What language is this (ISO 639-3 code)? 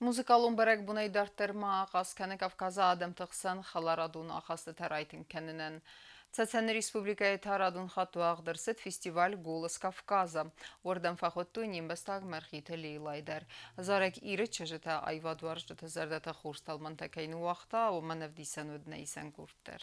oss